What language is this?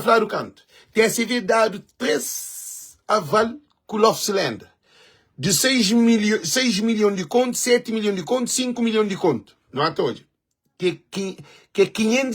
Kabuverdianu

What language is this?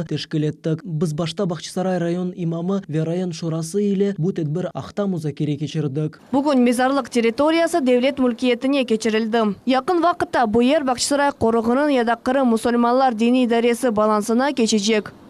Crimean Tatar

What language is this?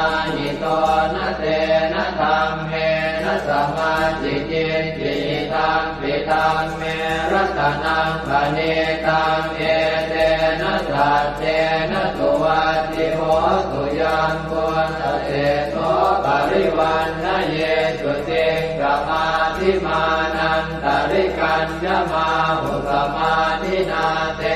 Pali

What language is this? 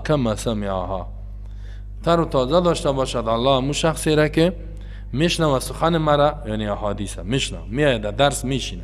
Persian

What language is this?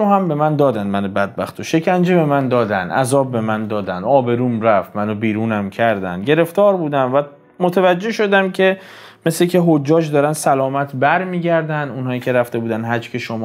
Persian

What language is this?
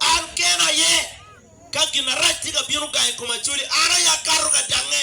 Acoli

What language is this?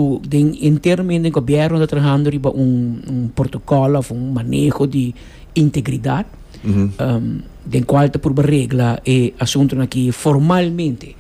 Papiamento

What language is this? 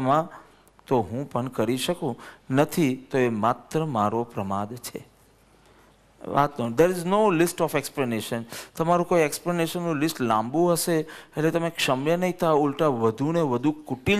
Gujarati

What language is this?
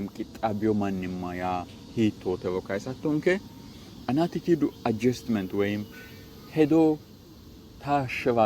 Sidamo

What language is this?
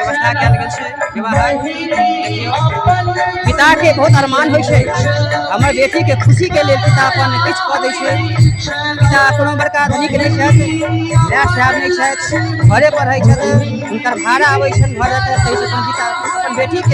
Maithili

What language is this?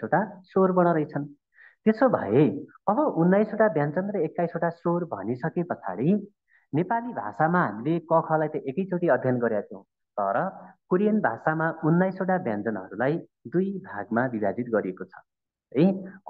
Nepali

